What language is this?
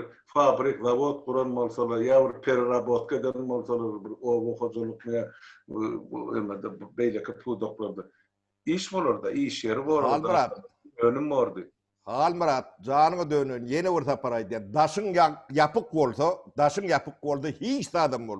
Turkmen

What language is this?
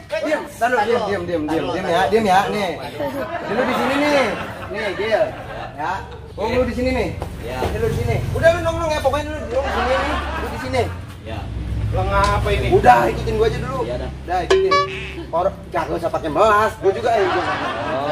Betawi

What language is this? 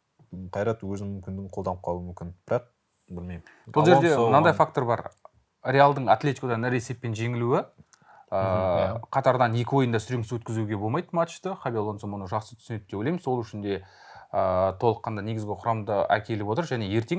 Kazakh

